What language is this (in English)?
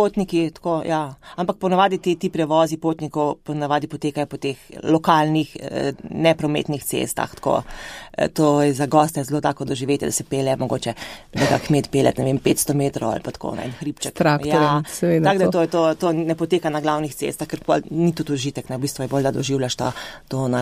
Slovenian